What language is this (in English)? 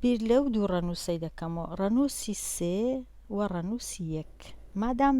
Central Kurdish